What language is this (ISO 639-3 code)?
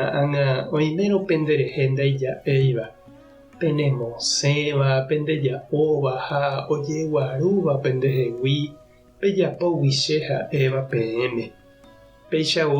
grn